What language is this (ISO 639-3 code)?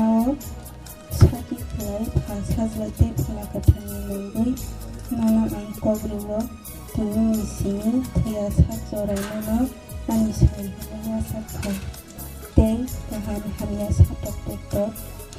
trp